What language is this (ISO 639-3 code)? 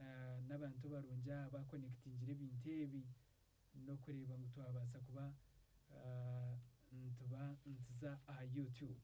nyn